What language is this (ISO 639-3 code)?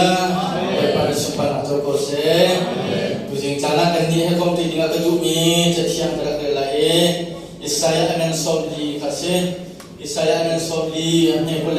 cnh